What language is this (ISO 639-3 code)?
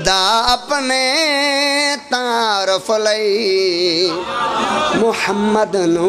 phr